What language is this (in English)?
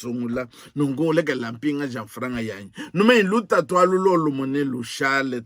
Luba-Lulua